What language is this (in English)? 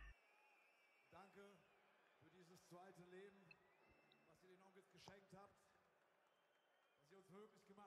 German